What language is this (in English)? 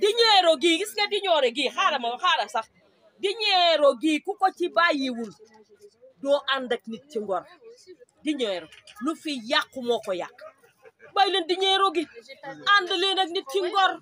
Wolof